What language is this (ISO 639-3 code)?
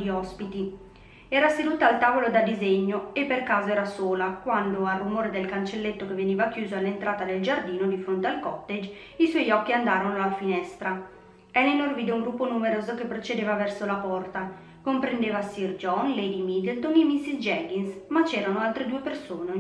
ita